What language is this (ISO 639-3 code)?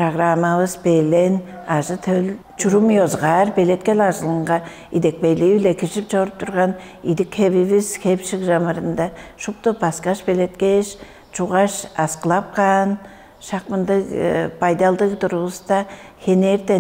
tyv